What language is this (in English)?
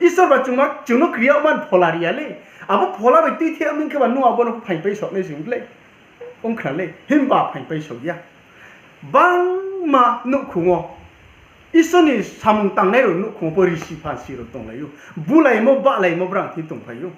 Riang (India)